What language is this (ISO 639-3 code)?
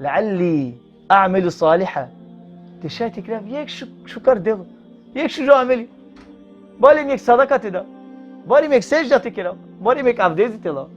rmn